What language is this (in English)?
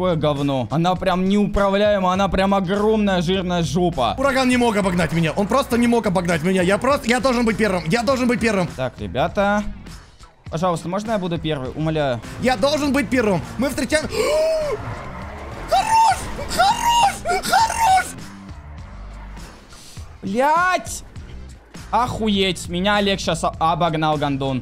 Russian